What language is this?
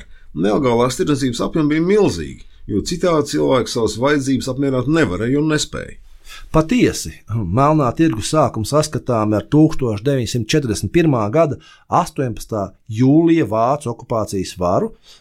Latvian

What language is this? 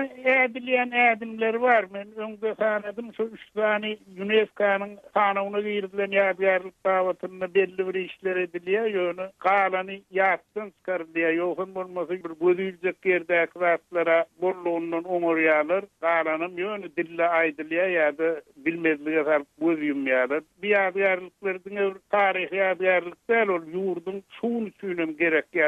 Turkmen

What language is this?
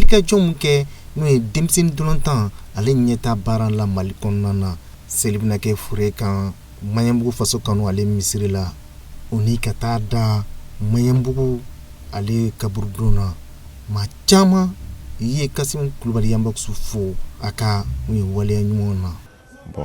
Bambara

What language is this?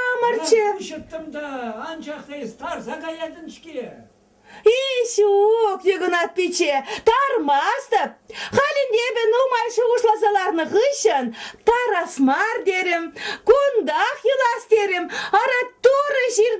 Chuvash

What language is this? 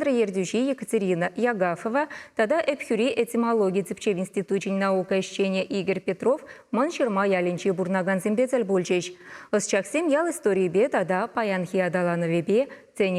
Chuvash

